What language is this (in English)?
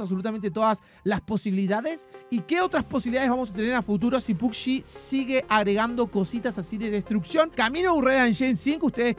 Spanish